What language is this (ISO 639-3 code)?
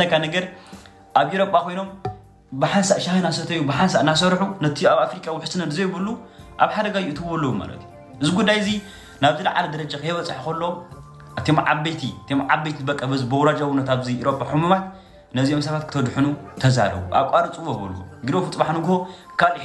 tir